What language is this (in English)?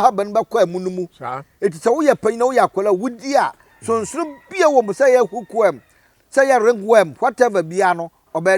Akan